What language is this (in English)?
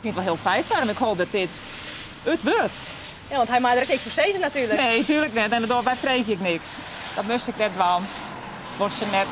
Western Frisian